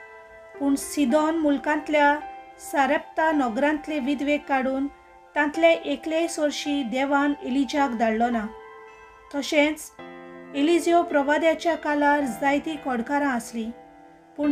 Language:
Konkani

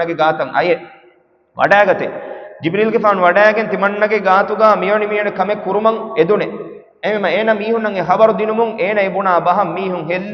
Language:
Divehi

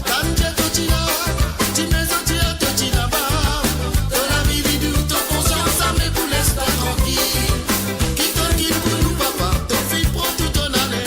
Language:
Morisyen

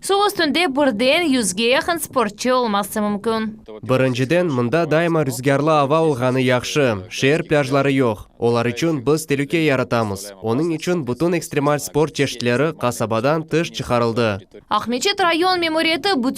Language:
Crimean Tatar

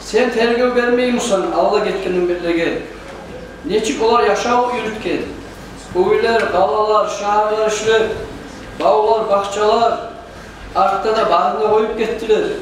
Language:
Kumyk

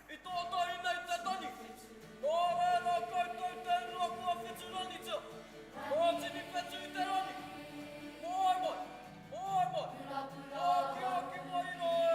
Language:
Māori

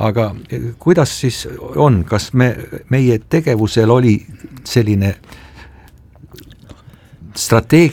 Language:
Estonian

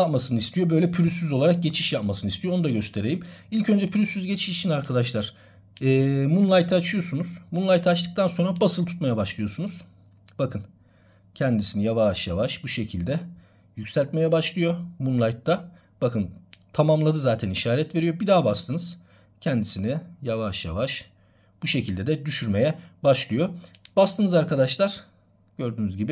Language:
Turkish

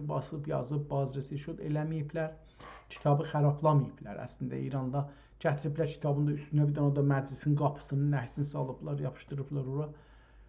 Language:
South Azerbaijani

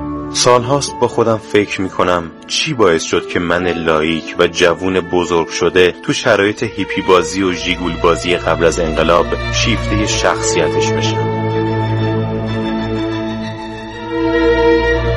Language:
Persian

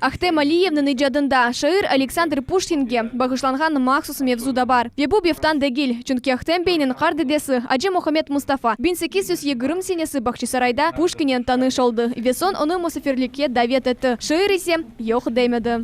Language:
Crimean Tatar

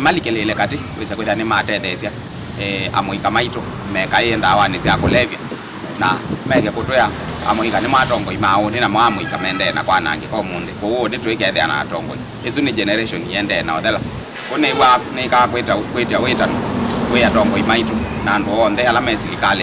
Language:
Kamba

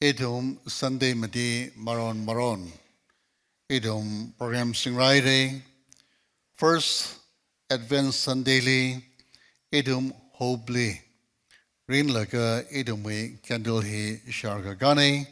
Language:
Tangkhul Naga (India)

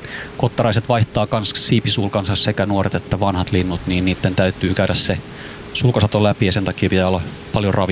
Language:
Finnish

